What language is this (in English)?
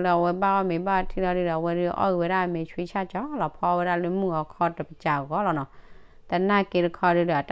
S'gaw Karen